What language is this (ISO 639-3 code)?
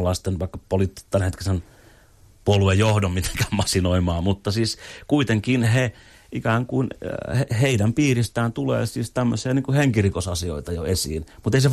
fin